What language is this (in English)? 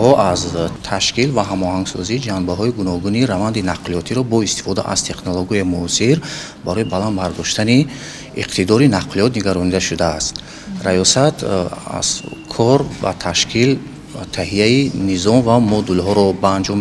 Tajik